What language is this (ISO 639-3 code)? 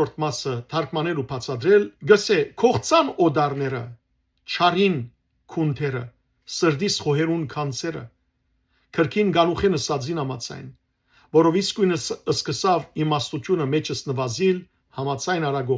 hyw